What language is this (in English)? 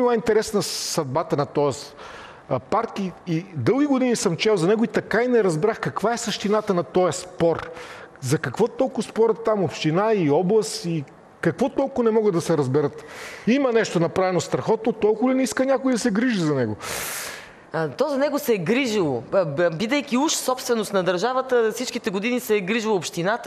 Bulgarian